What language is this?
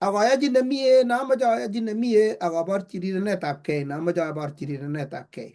Kalenjin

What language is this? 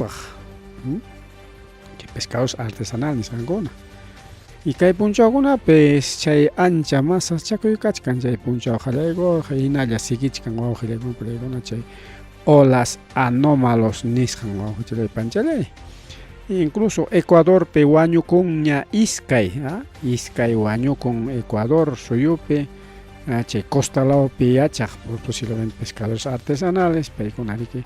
Ayacucho Quechua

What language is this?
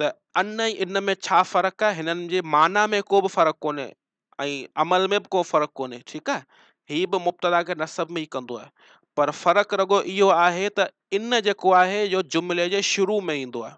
Sindhi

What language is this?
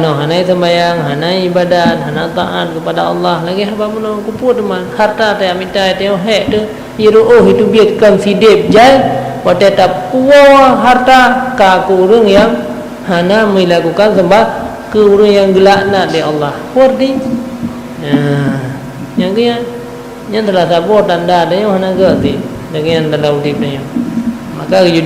Achinese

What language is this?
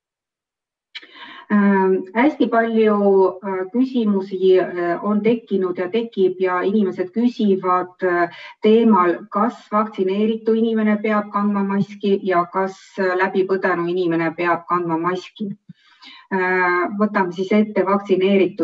Estonian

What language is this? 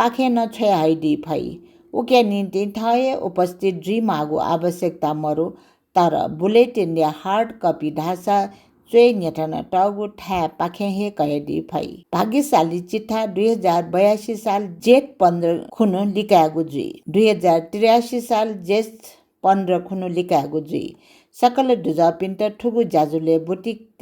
Newari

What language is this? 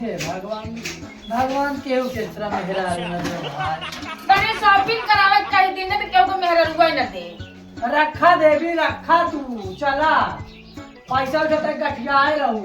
Awadhi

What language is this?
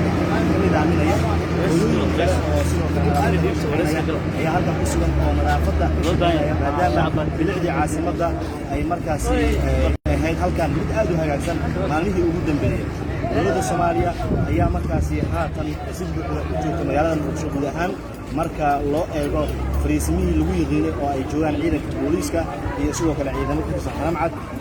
Somali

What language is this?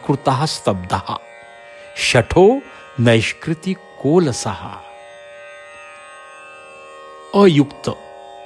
Marathi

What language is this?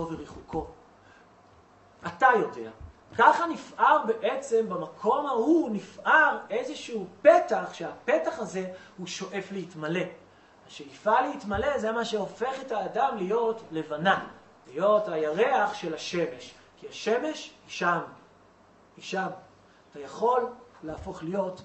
Hebrew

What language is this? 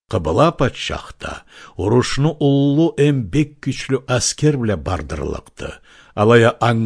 Karachay-Balkar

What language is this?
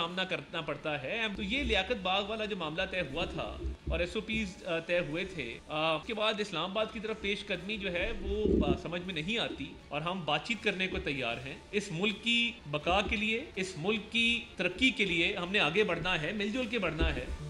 Urdu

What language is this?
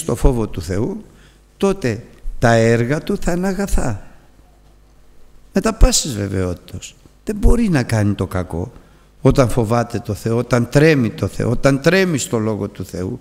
Greek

